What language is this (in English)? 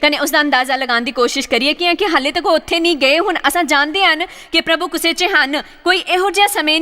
Dogri